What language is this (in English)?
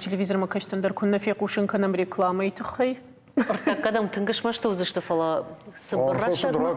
Ossetic